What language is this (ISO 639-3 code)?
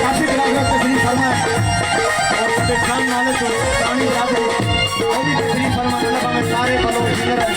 skr